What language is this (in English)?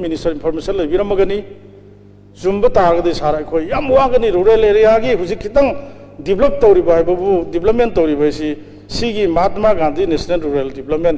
Manipuri